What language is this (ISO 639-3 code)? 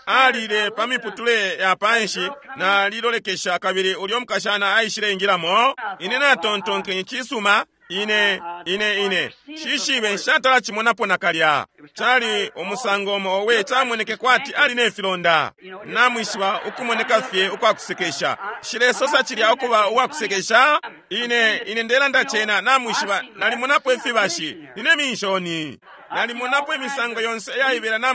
bem